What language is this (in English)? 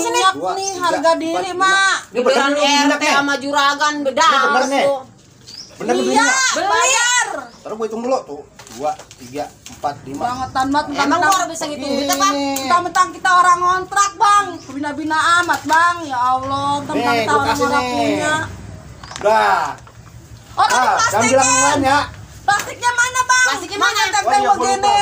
Betawi